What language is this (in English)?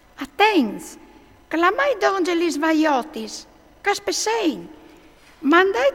Friulian